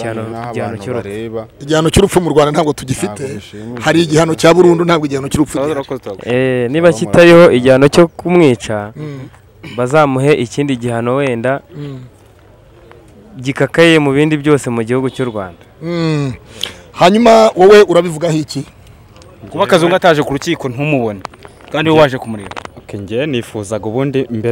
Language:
Kinyarwanda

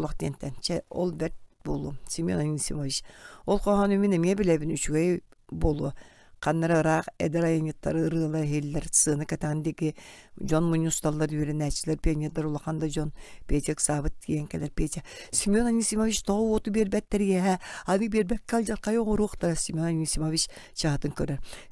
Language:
Yakut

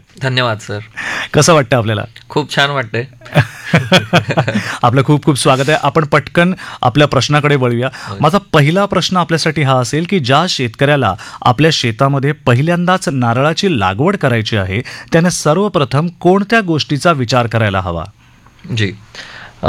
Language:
Marathi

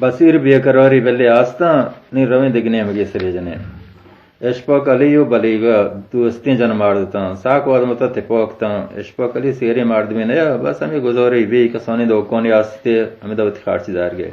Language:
Baluchi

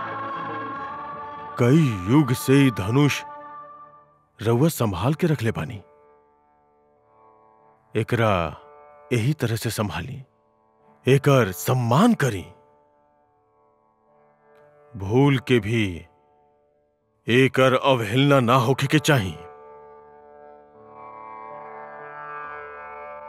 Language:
Bhojpuri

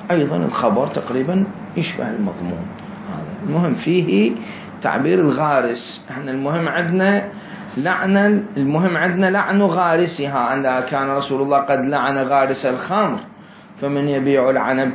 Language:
Mesopotamian Arabic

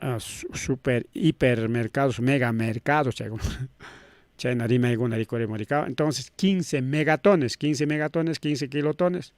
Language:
Ayacucho Quechua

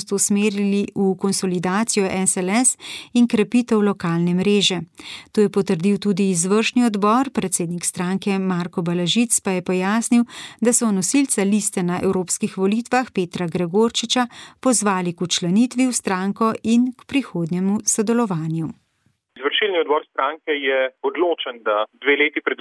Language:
Slovenian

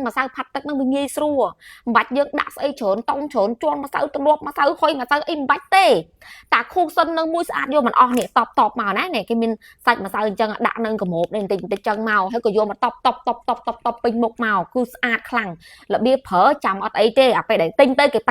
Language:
Khmer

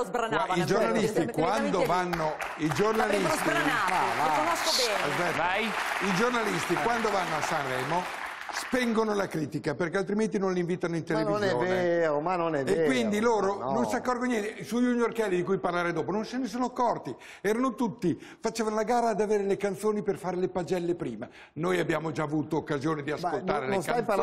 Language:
Italian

